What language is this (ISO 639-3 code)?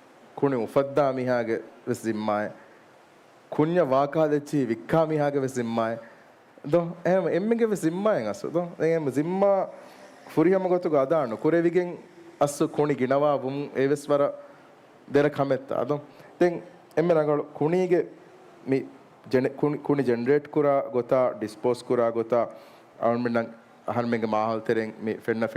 div